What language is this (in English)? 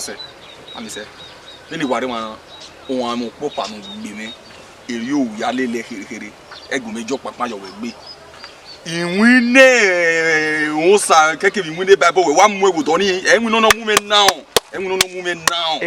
Bini